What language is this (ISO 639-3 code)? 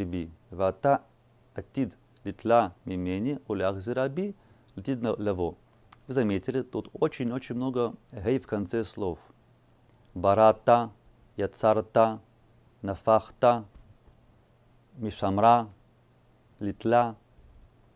rus